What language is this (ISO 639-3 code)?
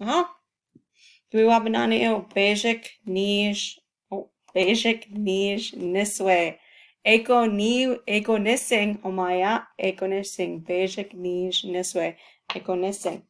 ciw